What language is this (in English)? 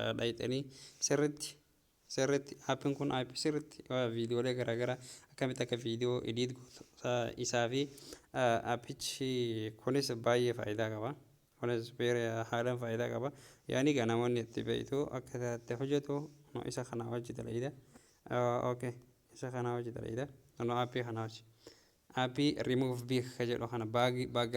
Oromo